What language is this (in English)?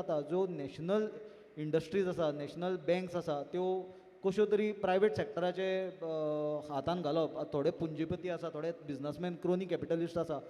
Konkani